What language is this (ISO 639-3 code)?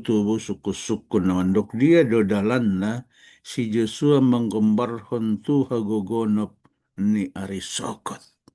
bbc